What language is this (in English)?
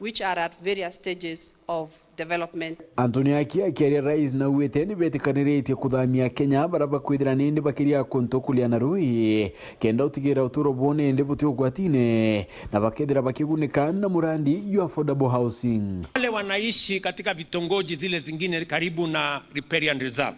Meru